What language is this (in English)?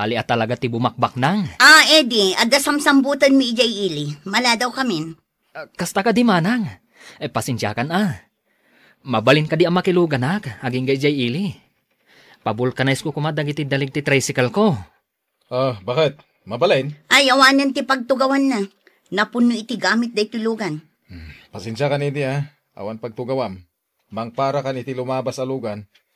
Iloko